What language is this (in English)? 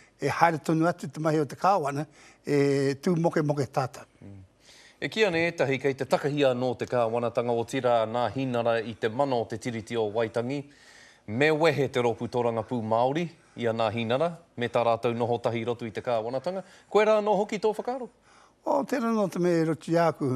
Māori